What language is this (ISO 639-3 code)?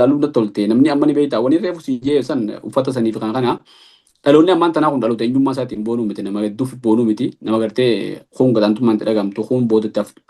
orm